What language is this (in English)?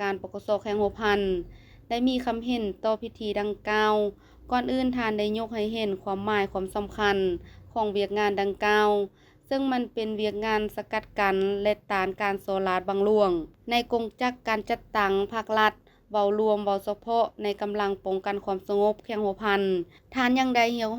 Lao